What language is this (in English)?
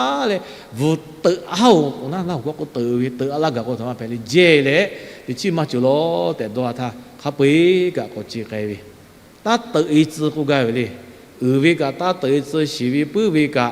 Lahu